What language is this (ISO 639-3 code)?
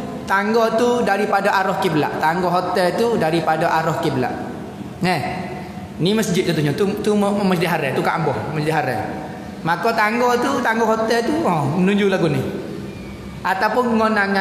msa